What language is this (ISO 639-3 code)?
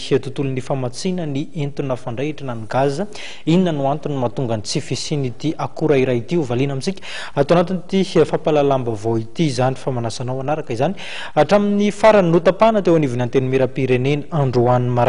mlg